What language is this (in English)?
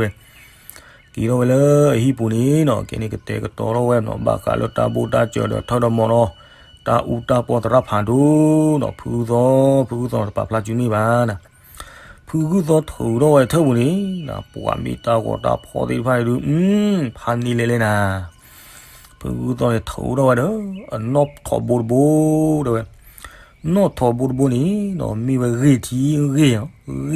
S'gaw Karen